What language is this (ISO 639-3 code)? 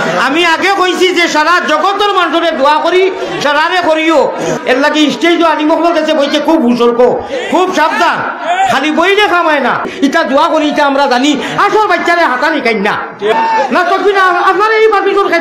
syl